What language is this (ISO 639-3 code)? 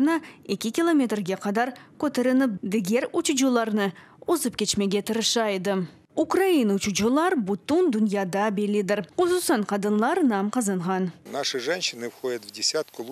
crh